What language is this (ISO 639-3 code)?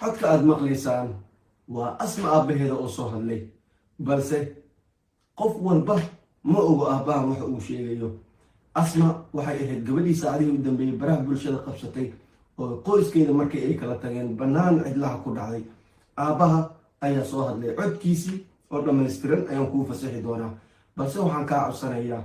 som